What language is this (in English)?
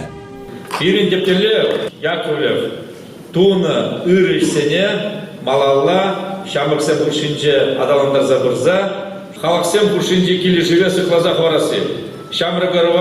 Chuvash